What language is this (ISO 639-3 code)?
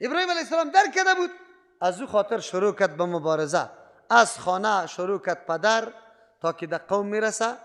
fas